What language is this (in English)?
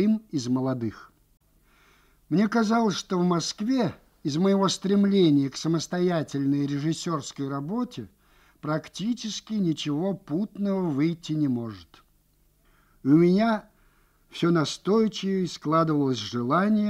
Russian